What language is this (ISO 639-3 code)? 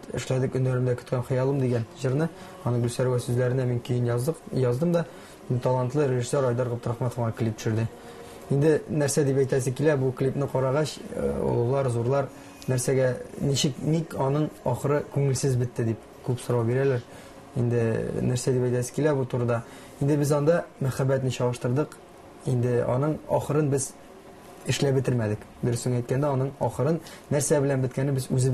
tat